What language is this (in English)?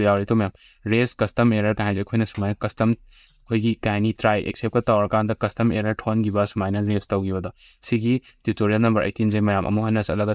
Manipuri